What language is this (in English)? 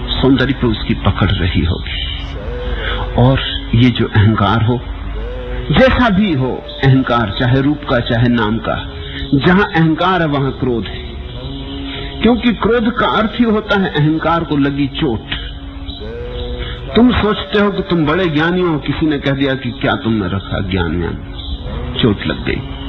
Hindi